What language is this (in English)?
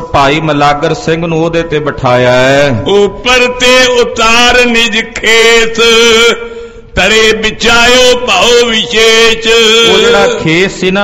Punjabi